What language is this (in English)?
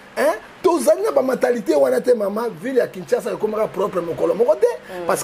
Lingala